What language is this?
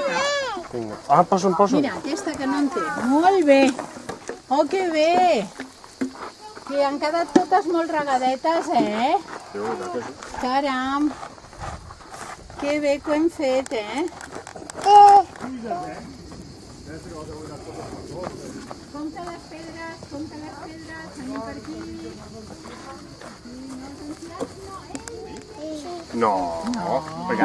Catalan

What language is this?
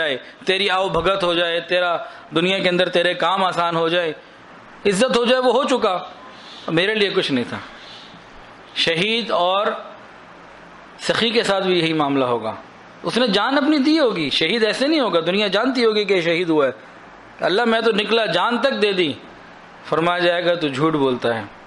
Urdu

